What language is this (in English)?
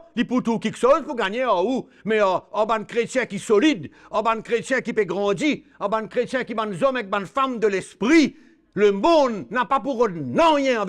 Morisyen